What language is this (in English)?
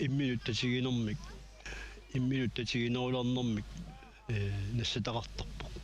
Kalaallisut